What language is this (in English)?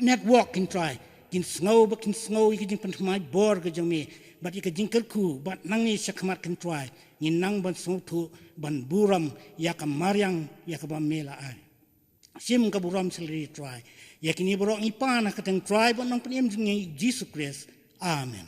Khasi